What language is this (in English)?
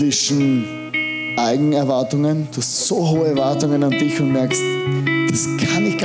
German